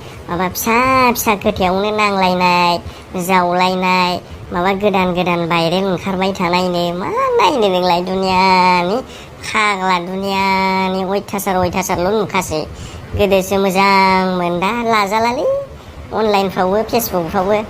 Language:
Bodo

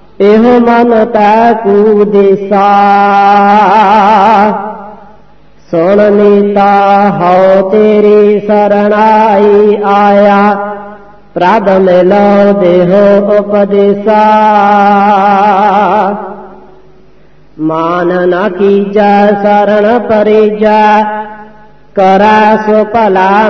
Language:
Punjabi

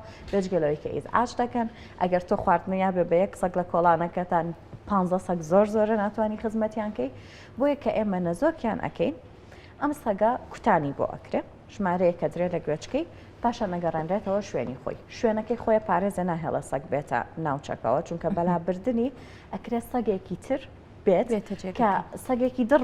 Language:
Central Kurdish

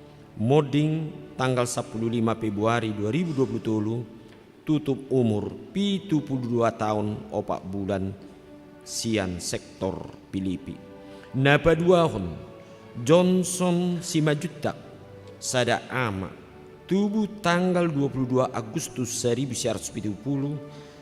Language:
Batak Toba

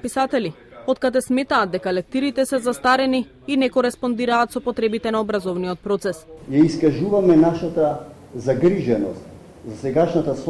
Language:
Macedonian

